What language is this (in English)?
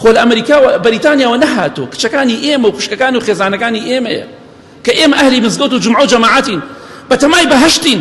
Central Kurdish